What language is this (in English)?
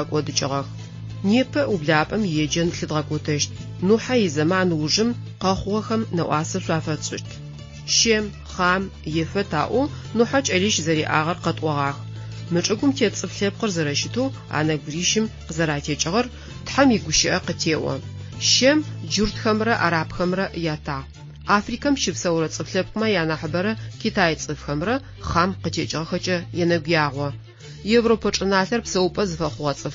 Adyghe